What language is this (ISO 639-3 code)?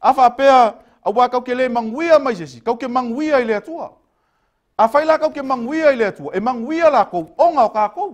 smo